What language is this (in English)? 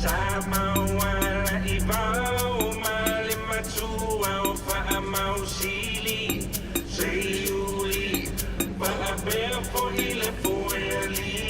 Samoan